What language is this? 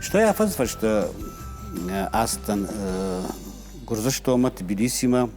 Ossetic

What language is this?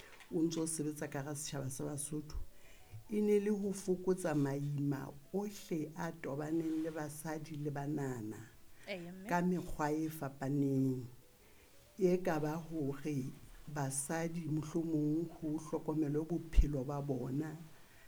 Southern Sotho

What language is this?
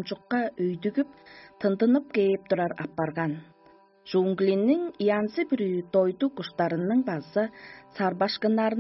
Tuvinian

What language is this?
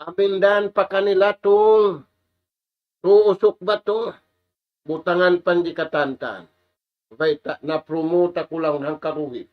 Tausug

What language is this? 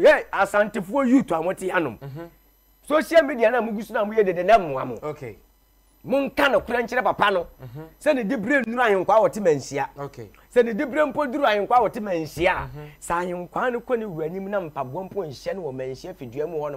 Akan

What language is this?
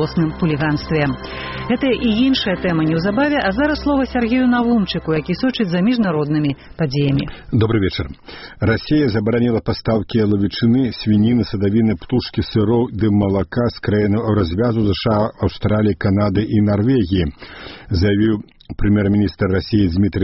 Belarusian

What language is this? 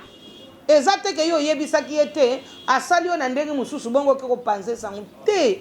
Lingala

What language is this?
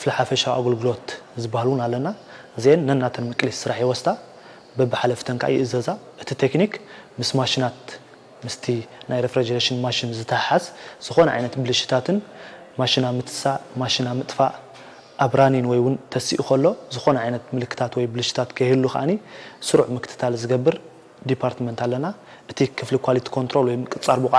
Tigrinya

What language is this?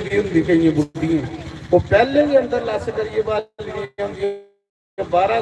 Dogri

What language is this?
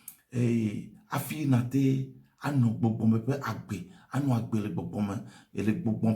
Ewe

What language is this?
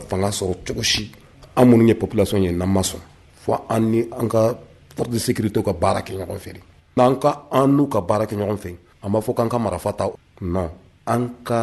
Bambara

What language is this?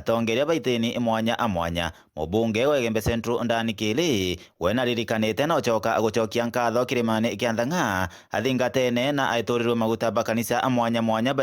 Meru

